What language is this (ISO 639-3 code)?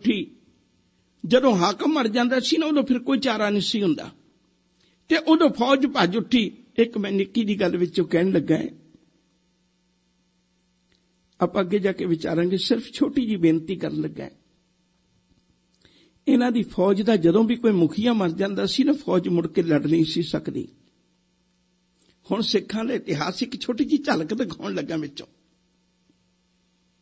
pan